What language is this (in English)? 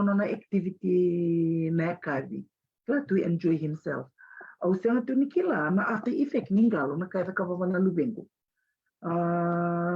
Fijian